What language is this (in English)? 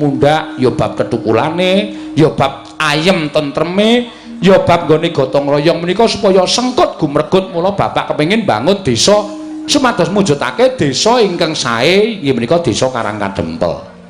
Javanese